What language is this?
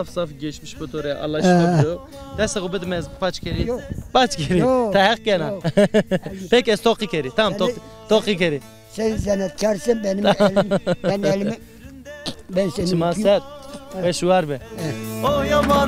Zaza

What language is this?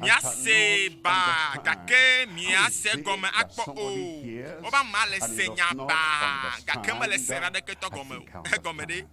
Ewe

